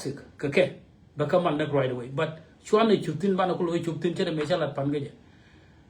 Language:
Nuer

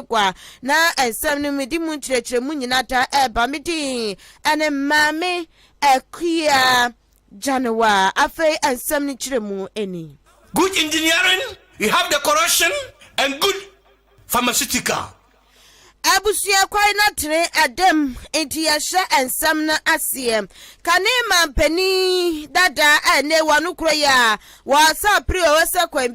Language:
Akan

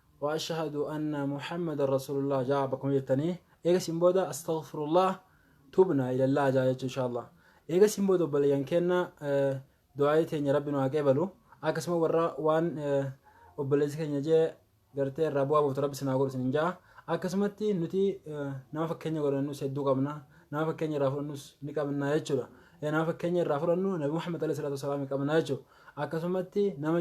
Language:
Oromo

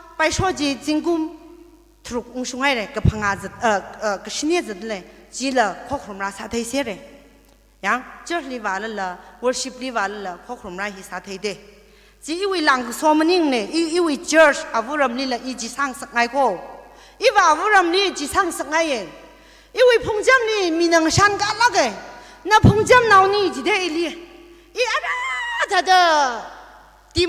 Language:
Tangkhul Naga (India)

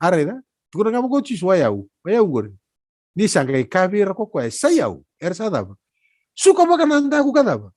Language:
Fijian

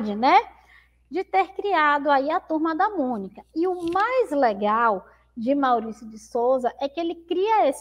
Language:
Portuguese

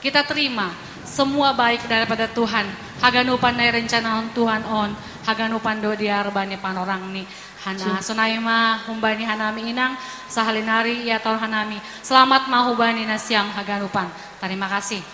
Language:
Batak Toba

